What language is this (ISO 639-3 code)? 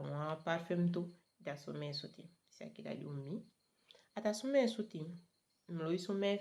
srm